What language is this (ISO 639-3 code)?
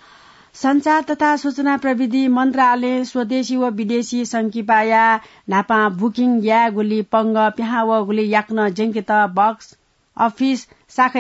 new